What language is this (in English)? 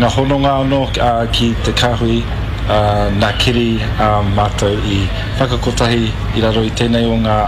Māori